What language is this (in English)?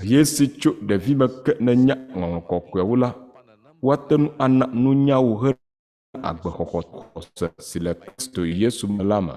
Ewe